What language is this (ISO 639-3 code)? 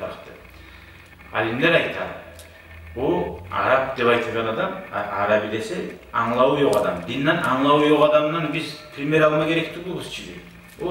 kum